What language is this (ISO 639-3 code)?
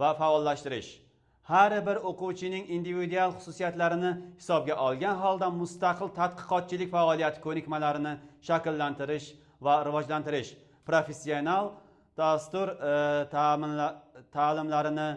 uzb